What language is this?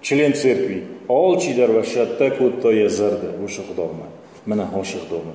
Ossetic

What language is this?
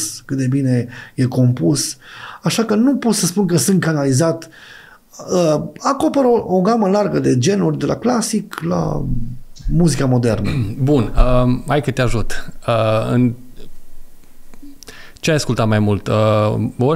Romanian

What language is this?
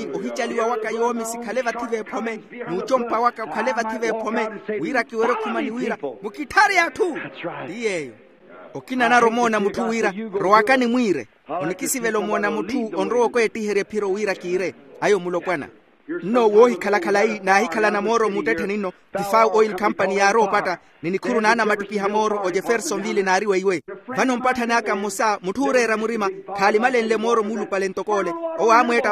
Makhuwa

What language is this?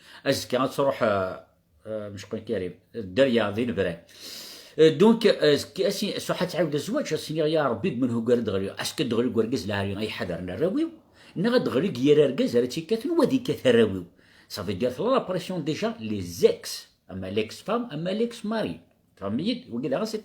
Kabyle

